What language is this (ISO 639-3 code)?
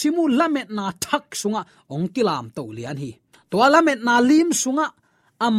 ctd